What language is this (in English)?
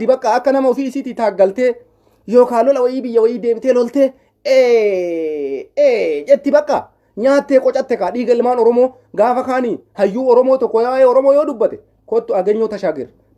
Oromo